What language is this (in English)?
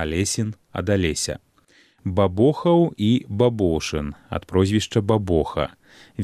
Belarusian